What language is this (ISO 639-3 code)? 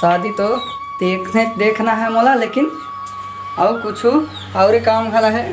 hne